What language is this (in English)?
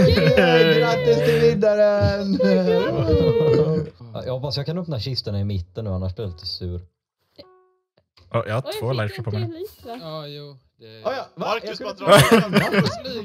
Swedish